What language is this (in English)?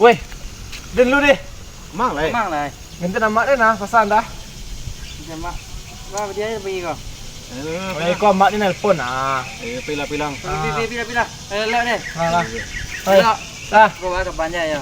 Minangkabau